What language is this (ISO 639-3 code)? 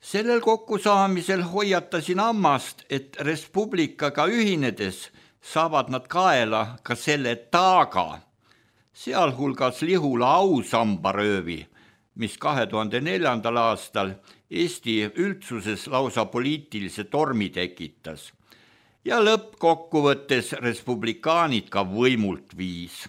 est